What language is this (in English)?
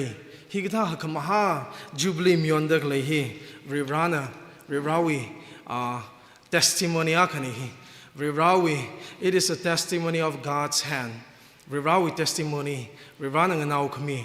Tangkhul Naga (India)